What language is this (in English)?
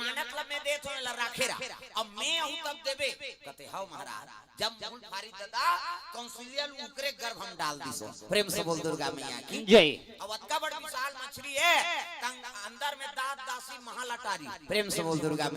Chhattisgarhi